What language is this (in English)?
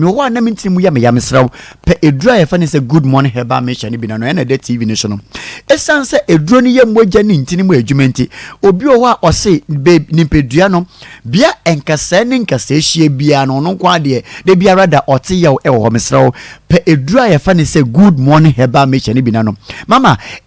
Akan